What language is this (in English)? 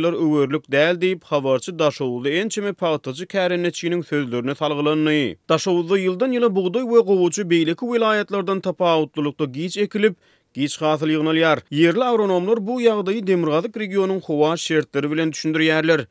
Turkmen